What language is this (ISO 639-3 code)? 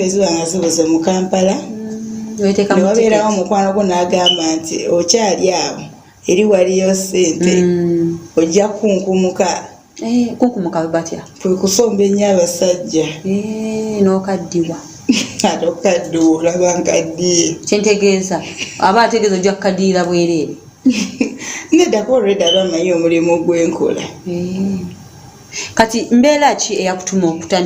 lug